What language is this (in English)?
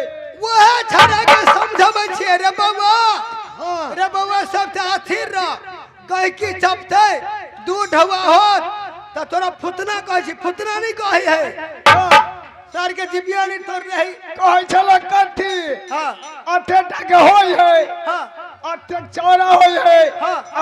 Maithili